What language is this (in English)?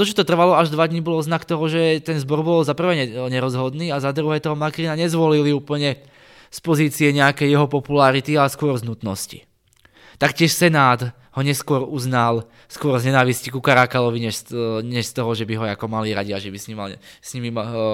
Slovak